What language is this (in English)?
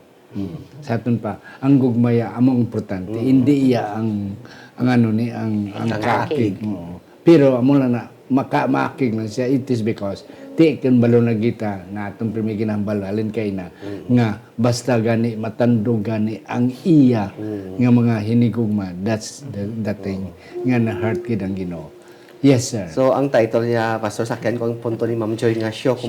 Hiligaynon